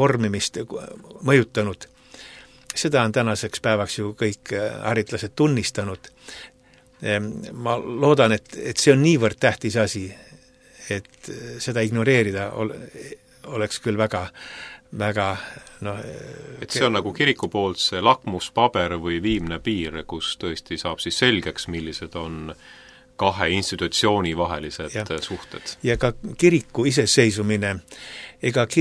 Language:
Estonian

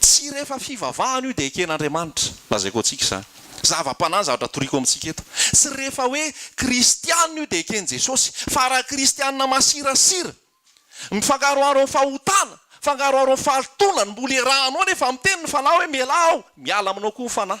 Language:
Malagasy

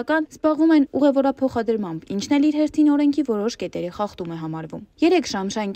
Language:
Armenian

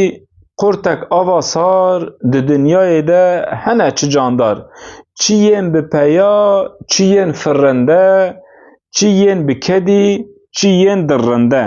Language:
Kurdish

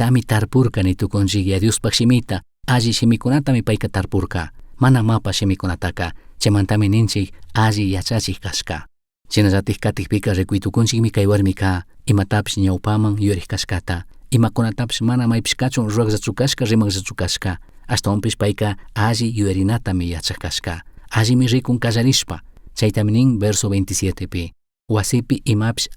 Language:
Chimborazo Highland Quichua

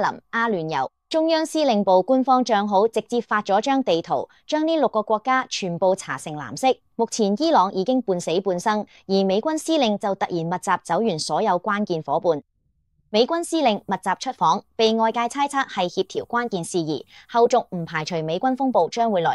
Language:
Cantonese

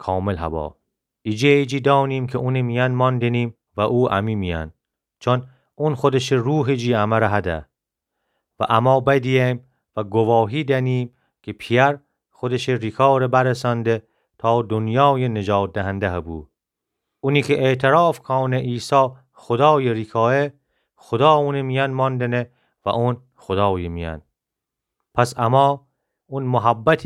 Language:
Gilaki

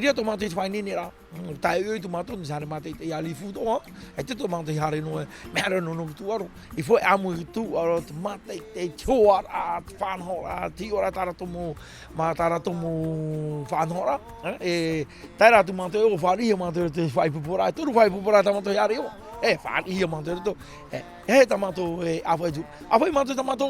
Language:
Tahitian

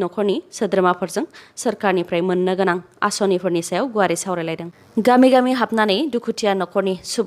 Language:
Bodo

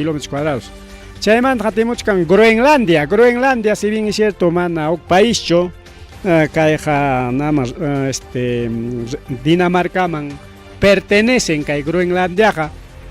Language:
Ayacucho Quechua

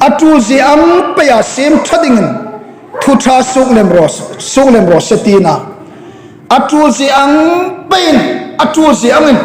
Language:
Hmar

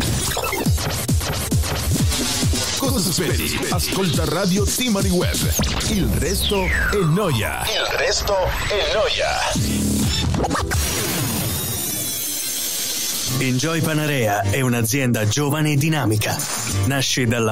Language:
Italian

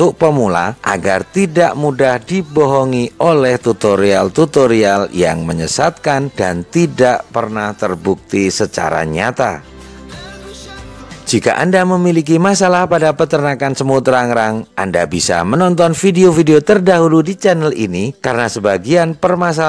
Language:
Indonesian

